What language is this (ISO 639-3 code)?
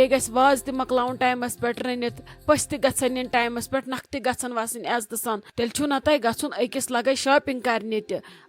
kas